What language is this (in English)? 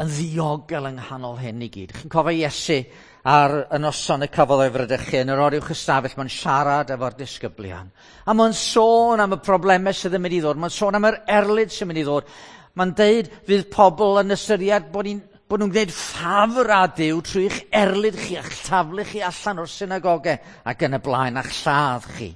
Welsh